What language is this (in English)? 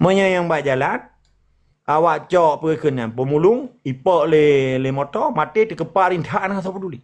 Achinese